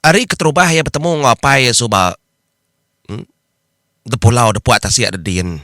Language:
Iban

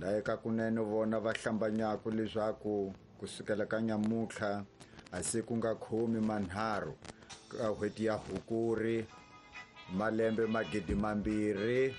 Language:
Tsonga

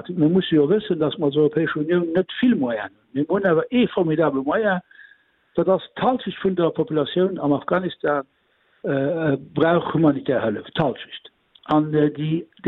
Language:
Luxembourgish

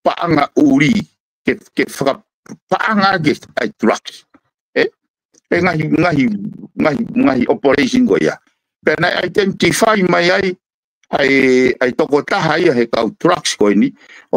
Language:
Tongan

